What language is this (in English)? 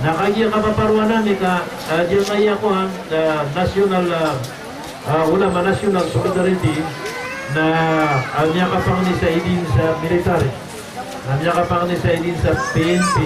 Maranao